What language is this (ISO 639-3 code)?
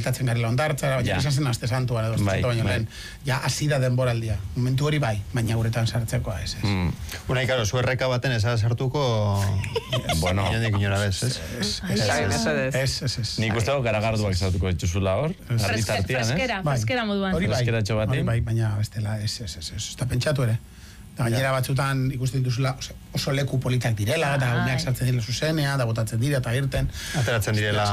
eus